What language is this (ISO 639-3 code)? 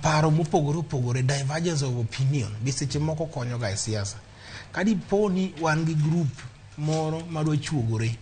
luo